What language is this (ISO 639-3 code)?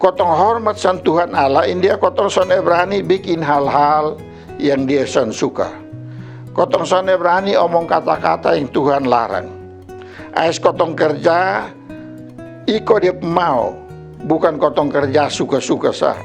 mkn